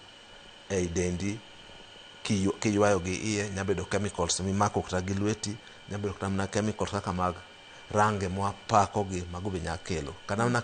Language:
Luo (Kenya and Tanzania)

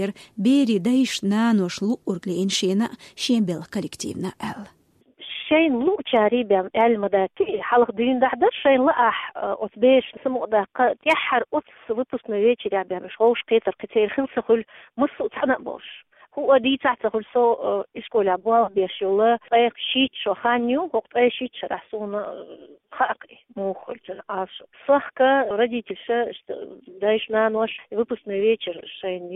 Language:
Chechen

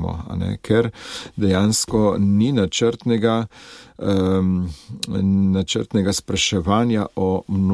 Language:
Slovenian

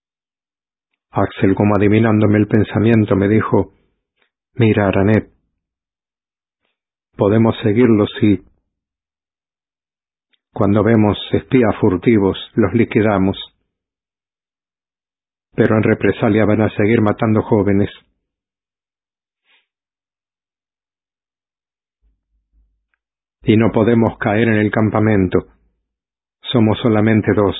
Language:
Spanish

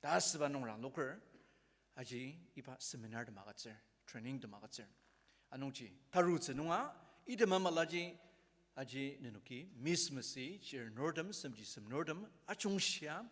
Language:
Ao Naga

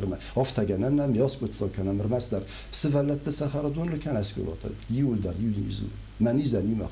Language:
Ossetic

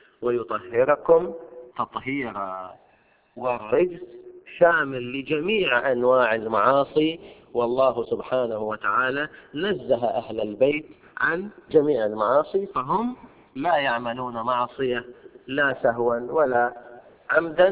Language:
Arabic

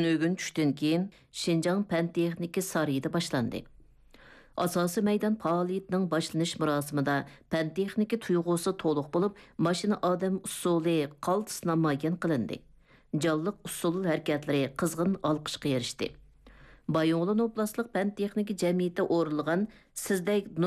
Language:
Uyghur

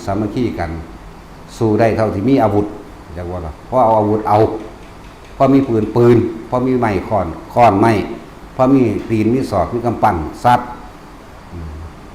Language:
Northeastern Thai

